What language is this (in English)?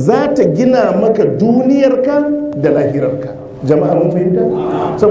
Hausa